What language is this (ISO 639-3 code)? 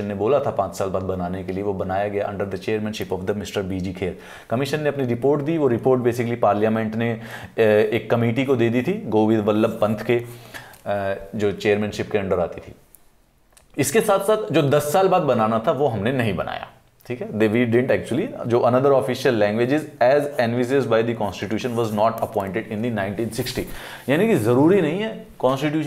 hin